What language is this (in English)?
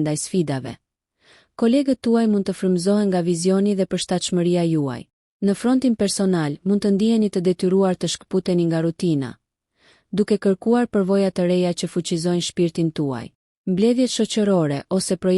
Albanian